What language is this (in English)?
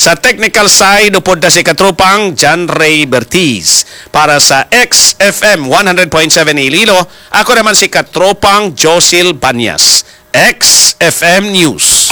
Hiligaynon